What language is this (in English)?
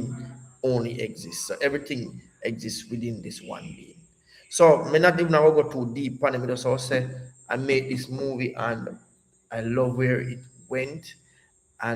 Jamaican Creole English